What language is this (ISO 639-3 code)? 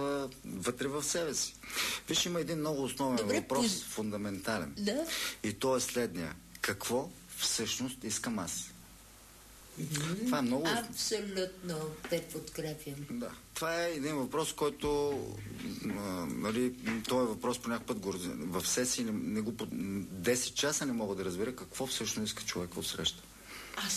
bul